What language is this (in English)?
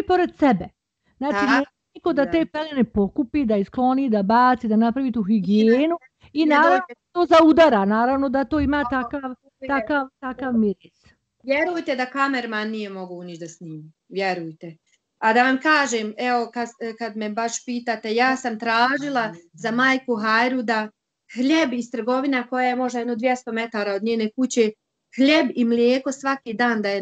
Bosnian